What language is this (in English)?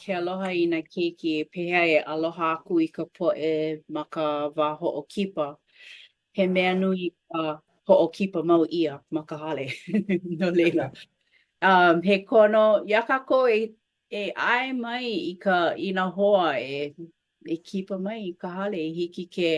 Hawaiian